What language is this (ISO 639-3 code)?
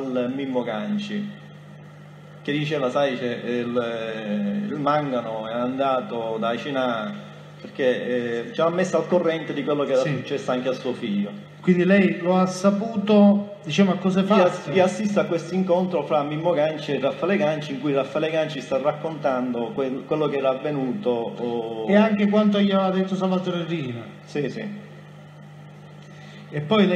ita